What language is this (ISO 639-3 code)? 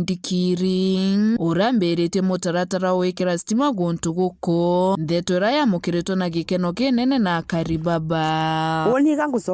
mer